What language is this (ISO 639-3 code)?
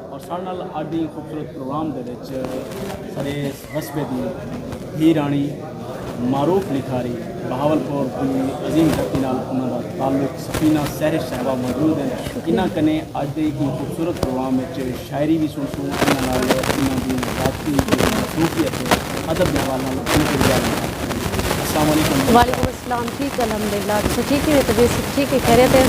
skr